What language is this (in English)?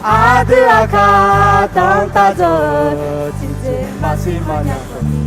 Akha